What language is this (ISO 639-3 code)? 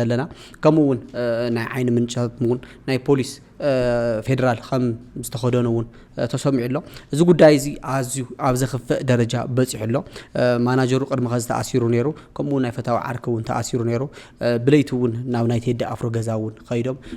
tir